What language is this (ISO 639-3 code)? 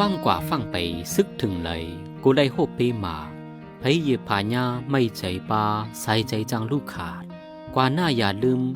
shn